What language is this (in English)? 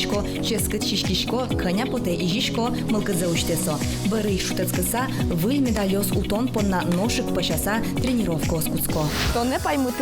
Udmurt